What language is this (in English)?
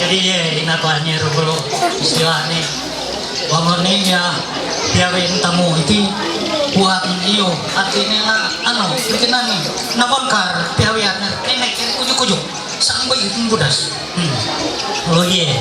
Ma'anyan